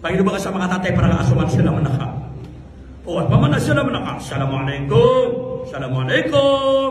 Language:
Maranao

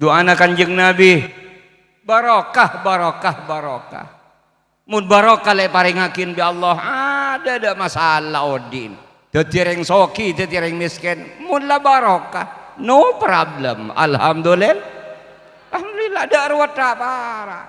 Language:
Madurese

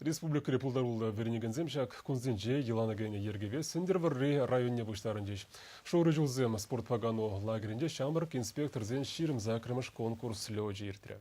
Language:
Chuvash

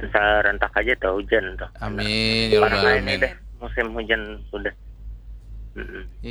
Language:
Banjar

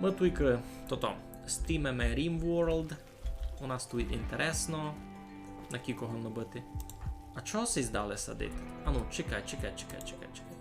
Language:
Rusyn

